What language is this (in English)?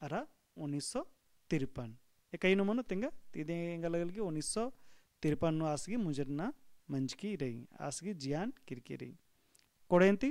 Kurukh